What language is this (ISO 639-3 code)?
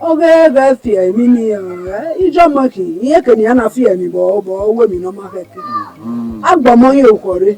bin